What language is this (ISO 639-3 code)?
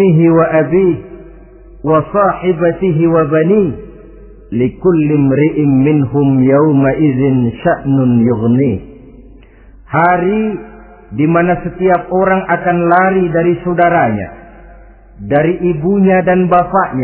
ind